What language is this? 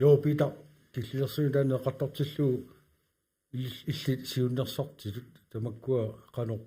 Kalaallisut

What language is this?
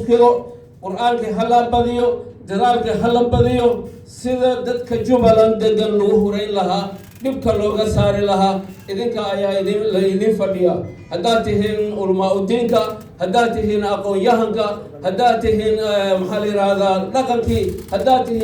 Somali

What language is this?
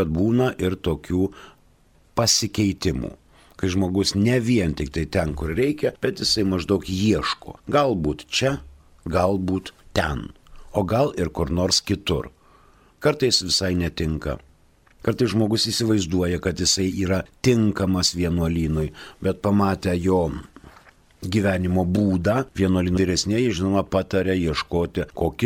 Lithuanian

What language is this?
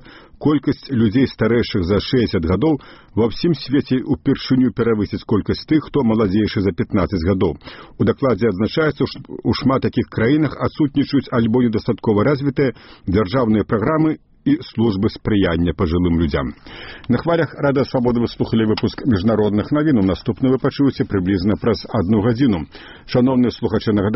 Belarusian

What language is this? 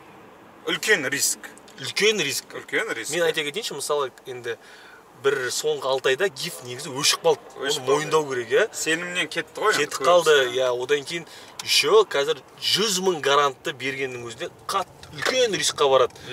Kazakh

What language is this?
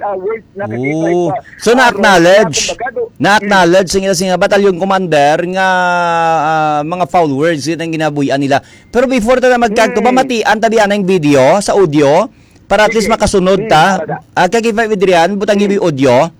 Hiligaynon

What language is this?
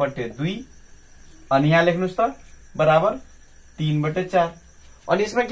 Nepali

